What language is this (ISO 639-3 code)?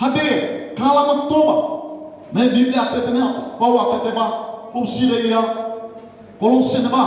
tet